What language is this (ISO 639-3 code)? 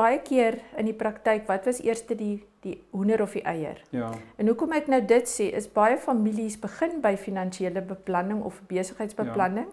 afr